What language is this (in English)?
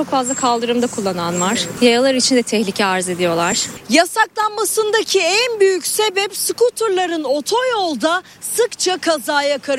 Turkish